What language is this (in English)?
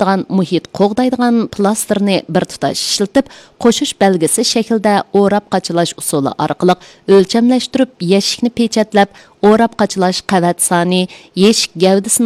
Uyghur